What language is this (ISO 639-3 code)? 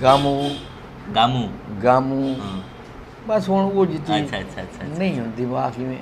skr